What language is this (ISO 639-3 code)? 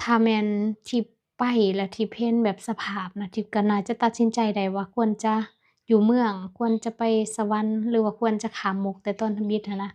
lao